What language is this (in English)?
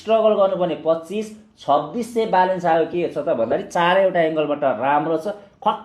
Nepali